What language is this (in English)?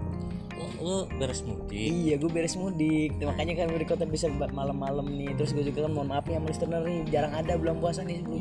Indonesian